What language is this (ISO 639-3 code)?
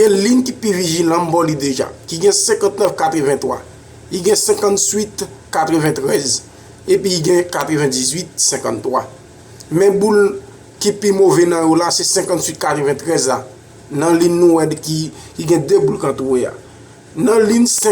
hat